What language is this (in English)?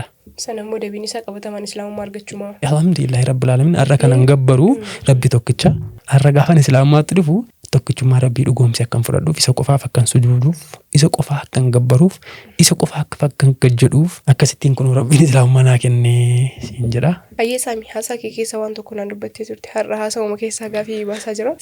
Oromo